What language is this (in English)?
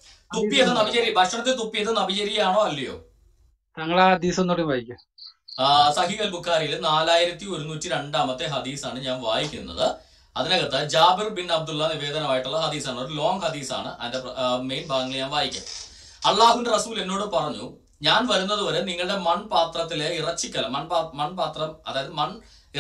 Malayalam